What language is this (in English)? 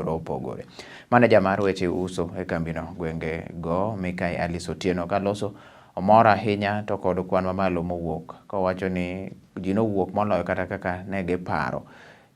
Luo (Kenya and Tanzania)